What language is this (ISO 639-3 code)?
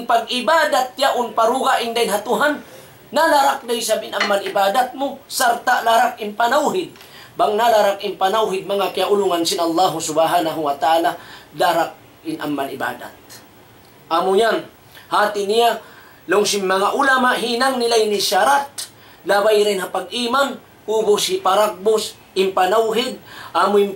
tsg